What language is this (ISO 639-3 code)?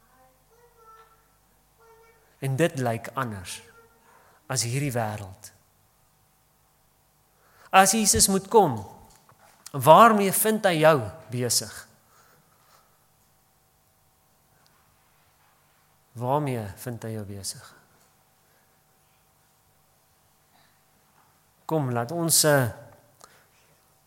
afr